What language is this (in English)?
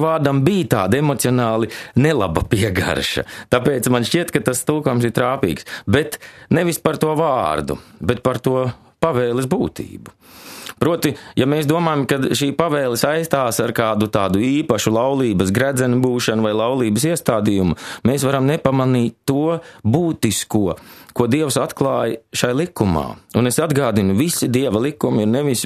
Latvian